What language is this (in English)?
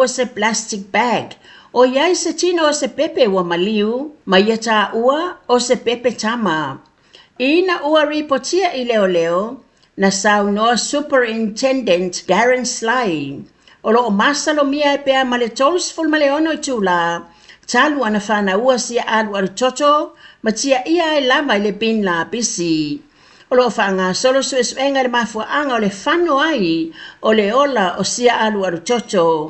Samoan